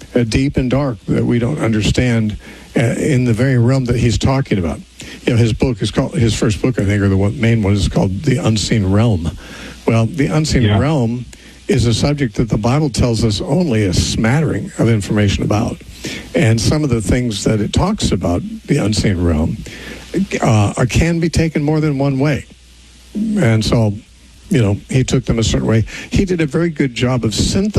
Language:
English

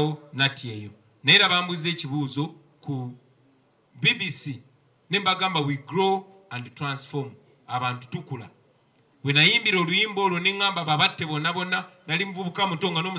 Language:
Ganda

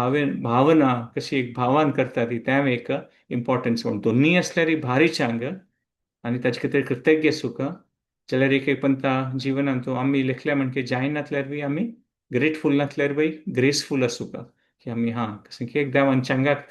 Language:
Konkani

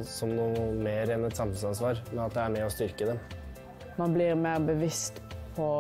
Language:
Norwegian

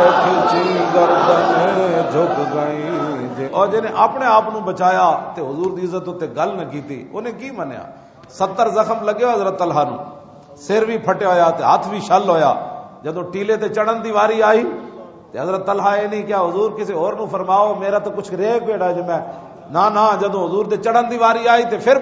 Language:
Western Panjabi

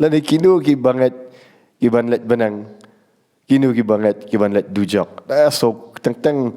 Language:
Khasi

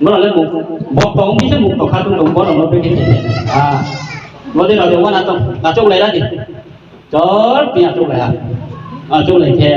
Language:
Riang (India)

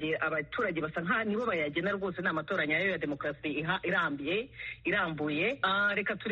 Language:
Kinyarwanda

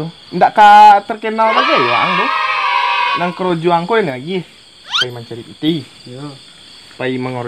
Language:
Minangkabau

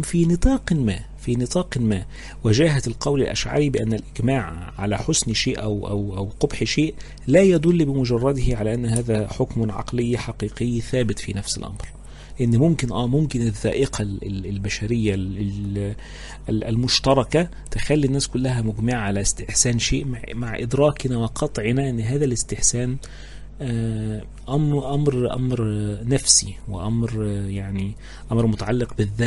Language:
Egyptian Arabic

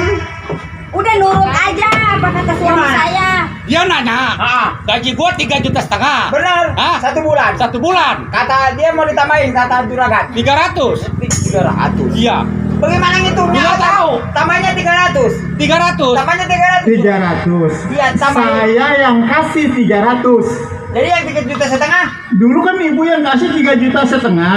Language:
Betawi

